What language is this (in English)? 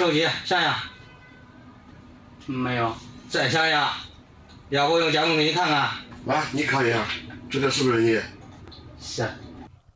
Chinese